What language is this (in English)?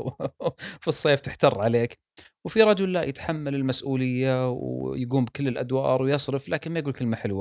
Gulf Arabic